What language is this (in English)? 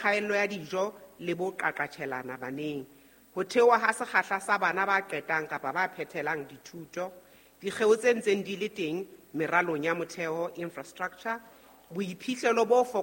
Southern Sotho